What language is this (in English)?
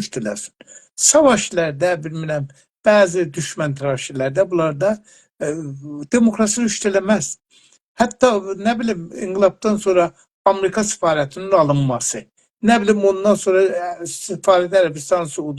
South Azerbaijani